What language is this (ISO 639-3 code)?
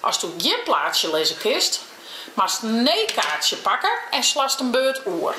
fry